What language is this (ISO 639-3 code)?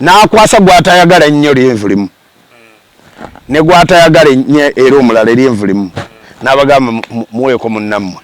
lug